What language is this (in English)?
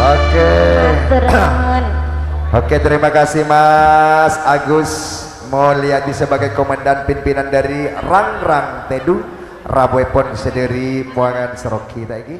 Madurese